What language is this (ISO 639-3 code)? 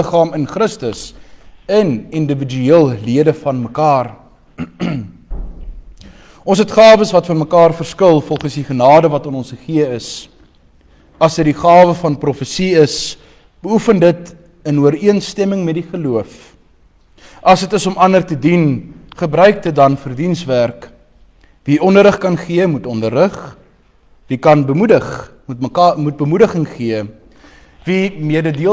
afr